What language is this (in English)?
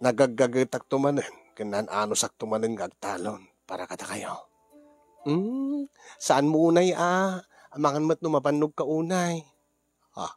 Iloko